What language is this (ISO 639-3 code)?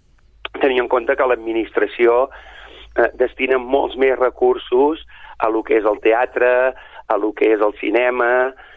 cat